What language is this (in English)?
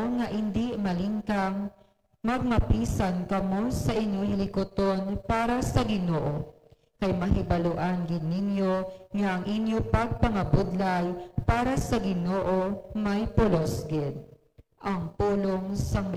Hiligaynon